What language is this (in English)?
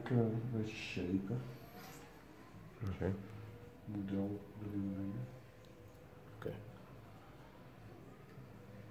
Dutch